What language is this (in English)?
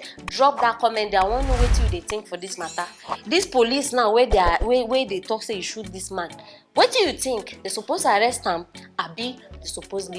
Nigerian Pidgin